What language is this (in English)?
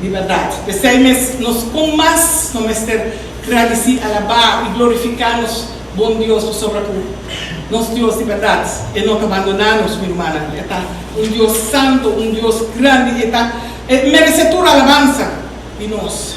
Papiamento